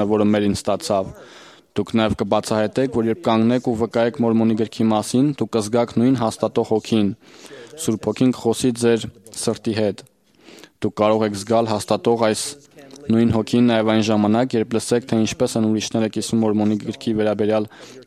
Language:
Armenian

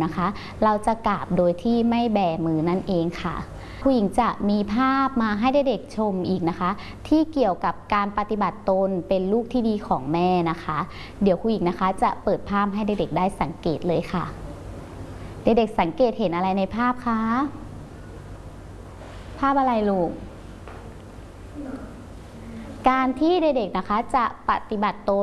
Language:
Thai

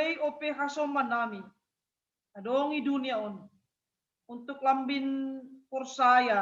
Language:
Batak Simalungun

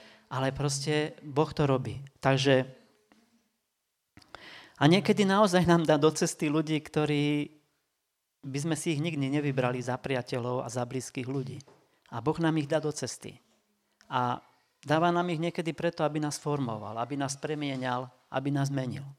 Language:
Slovak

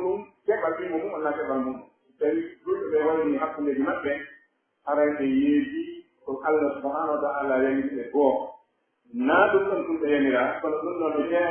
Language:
Pular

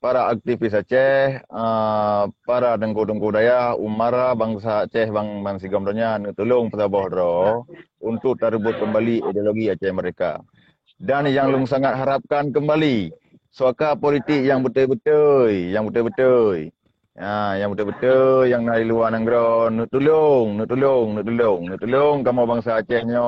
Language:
Achinese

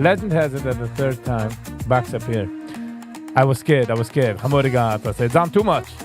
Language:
Yiddish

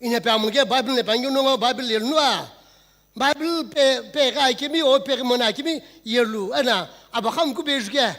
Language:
Sumi Naga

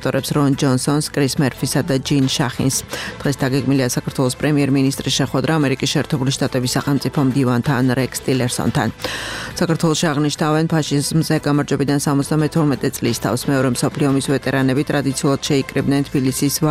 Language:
Georgian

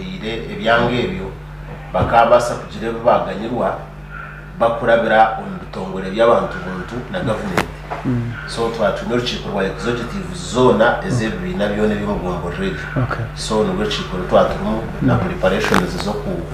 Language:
Nyankole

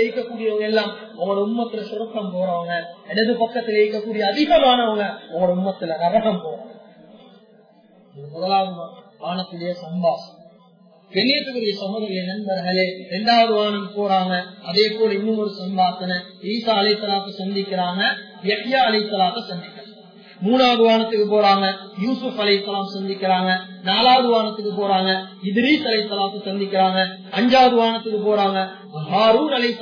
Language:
Tamil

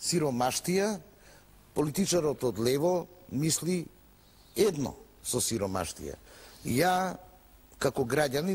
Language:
Macedonian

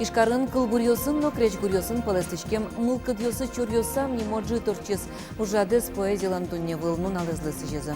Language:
Udmurt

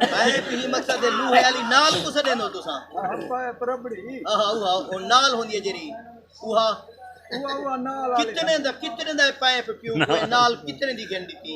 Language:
Saraiki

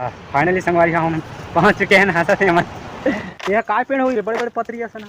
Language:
Chhattisgarhi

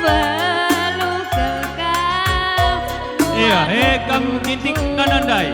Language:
Batak Karo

